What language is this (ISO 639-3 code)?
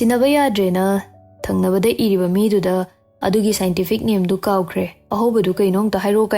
mni